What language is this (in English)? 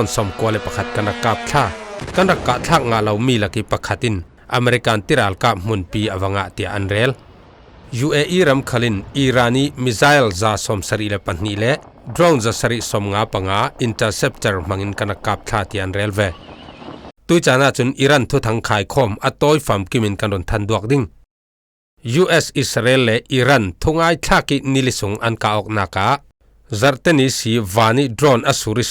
Falam Chin